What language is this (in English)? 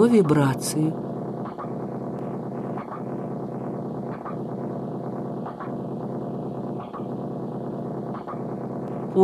Russian